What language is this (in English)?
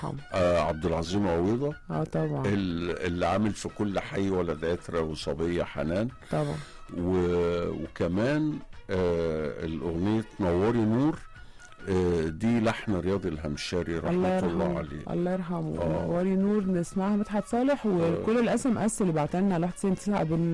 Egyptian Arabic